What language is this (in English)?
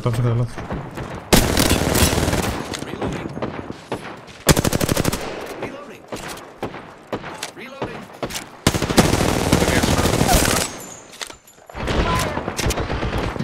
Greek